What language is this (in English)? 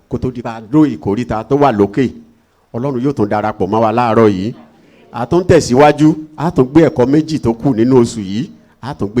Yoruba